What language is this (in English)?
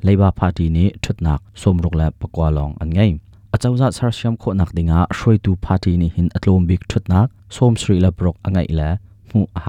Hakha Chin